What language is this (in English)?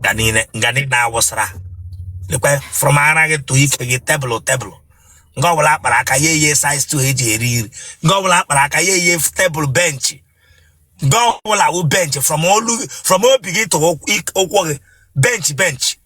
Igbo